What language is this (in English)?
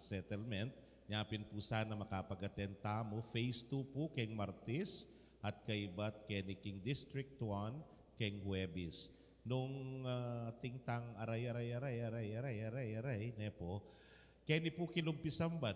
Pampanga